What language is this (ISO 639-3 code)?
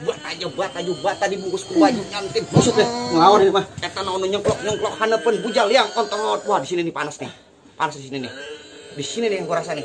bew